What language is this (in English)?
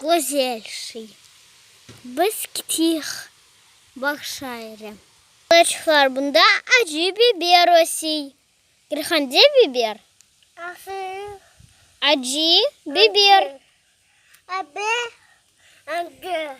Crimean Tatar